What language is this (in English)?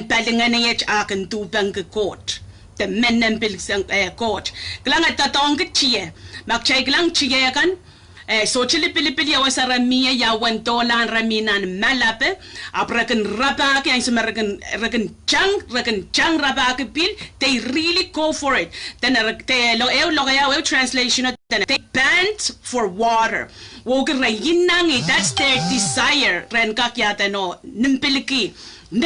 Pohnpeian